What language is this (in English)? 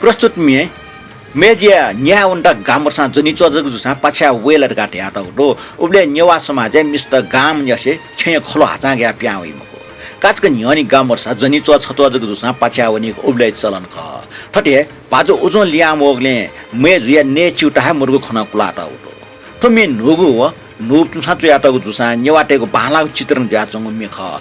Newari